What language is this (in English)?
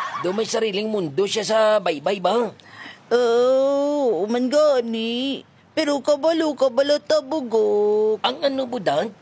Hiligaynon